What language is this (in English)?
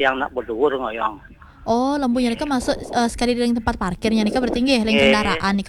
Balinese